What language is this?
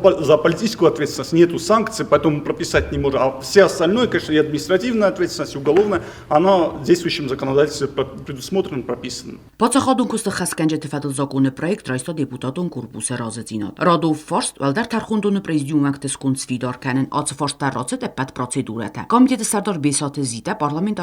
Ossetic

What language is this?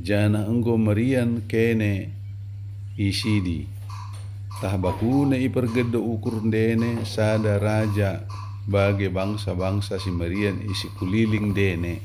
Batak Dairi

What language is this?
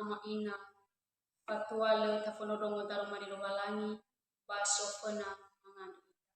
Nias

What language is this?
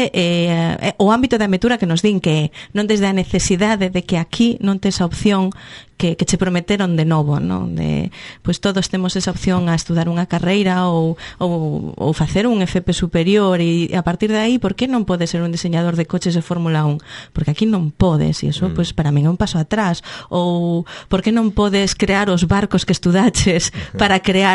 Galician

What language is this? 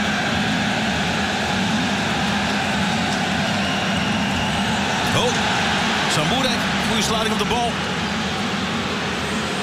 Dutch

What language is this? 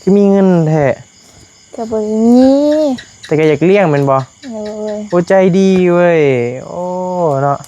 Northeastern Thai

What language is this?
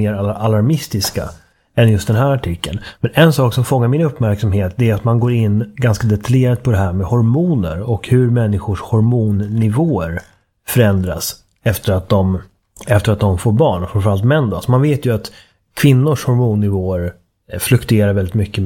Swedish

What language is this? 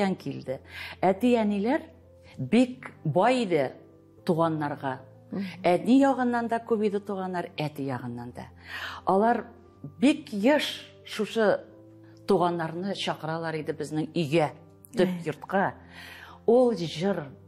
Tatar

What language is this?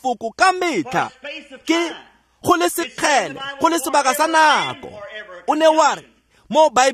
Tswana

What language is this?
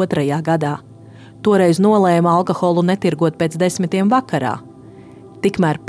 Latvian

